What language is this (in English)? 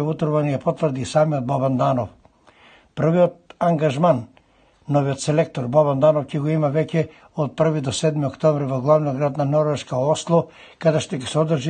Macedonian